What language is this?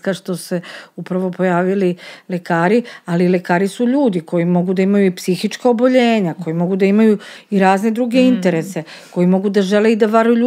Serbian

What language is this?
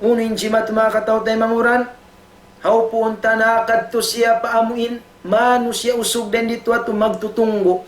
Tausug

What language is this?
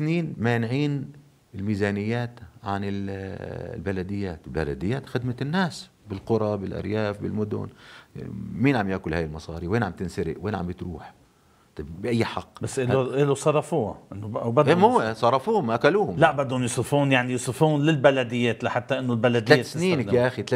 North Levantine Arabic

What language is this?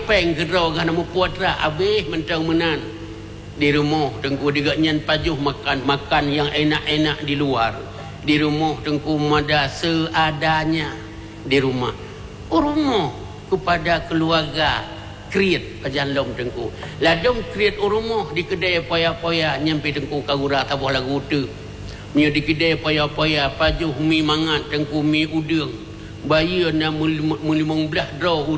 Achinese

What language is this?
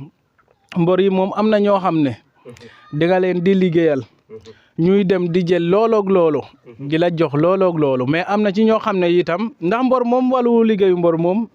Wolof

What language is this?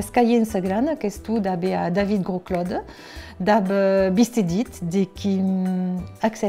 Occitan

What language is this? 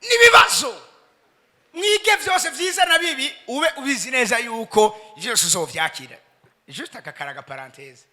Rundi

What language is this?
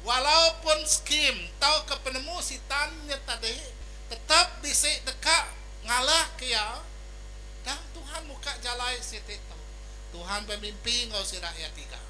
Iban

